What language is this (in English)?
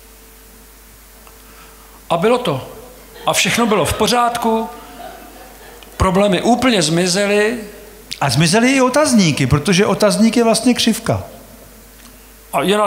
Czech